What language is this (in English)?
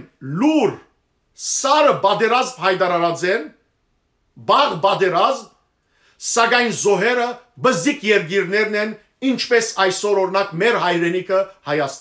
Western Armenian